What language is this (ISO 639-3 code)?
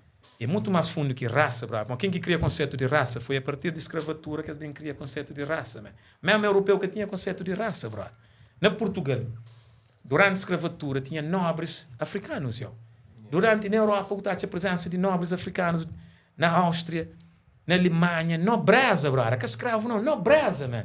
kea